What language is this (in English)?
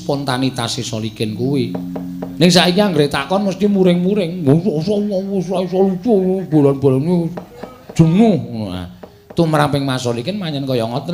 Javanese